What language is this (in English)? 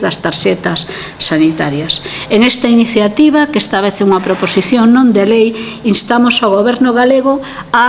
Galician